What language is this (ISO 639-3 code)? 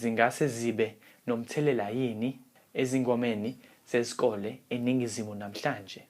zul